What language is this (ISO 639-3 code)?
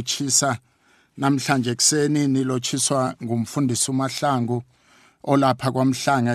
nbl